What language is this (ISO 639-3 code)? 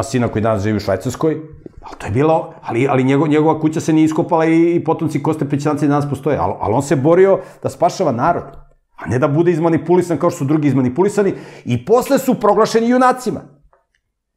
srp